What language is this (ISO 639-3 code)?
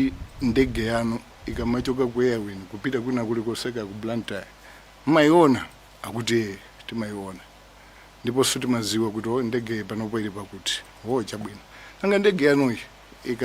nya